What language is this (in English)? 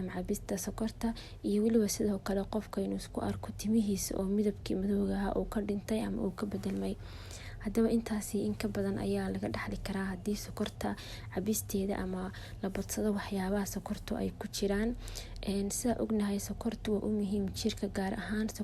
Somali